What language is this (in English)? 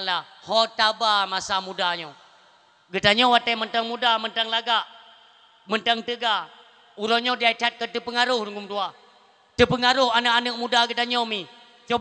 Achinese